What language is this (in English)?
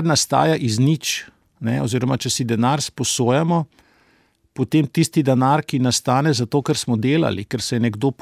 Slovenian